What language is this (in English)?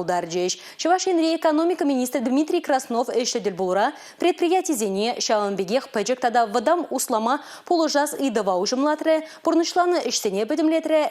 Chuvash